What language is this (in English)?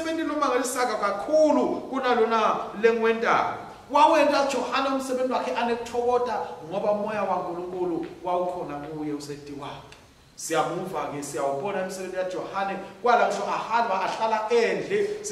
Swati